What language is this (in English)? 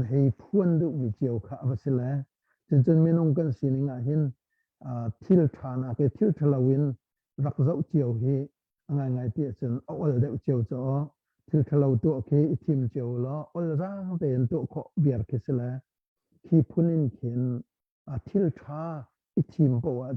Hakha Chin